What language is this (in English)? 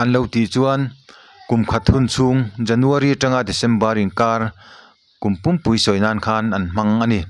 Mizo